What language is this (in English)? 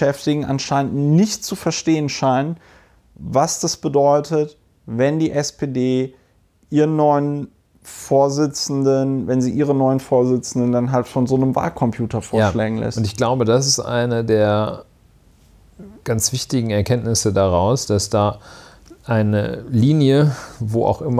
German